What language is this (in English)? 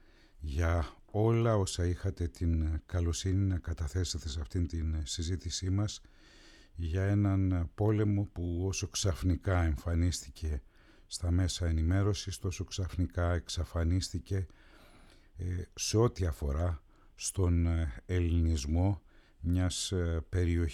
Greek